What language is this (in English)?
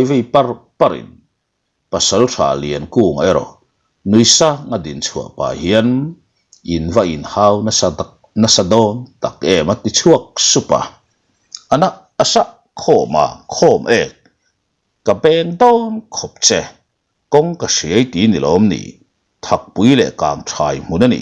Mizo